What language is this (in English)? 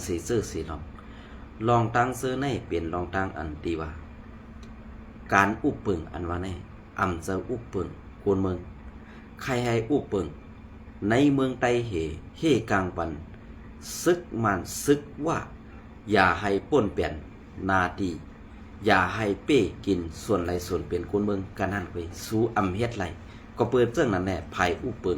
Shan